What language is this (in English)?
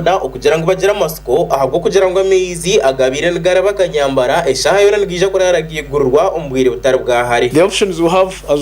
Nyankole